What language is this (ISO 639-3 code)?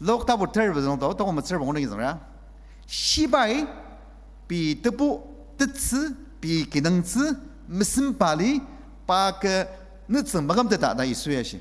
njo